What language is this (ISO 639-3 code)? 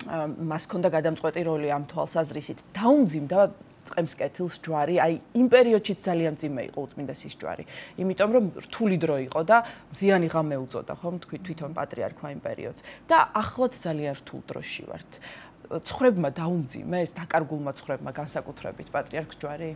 kat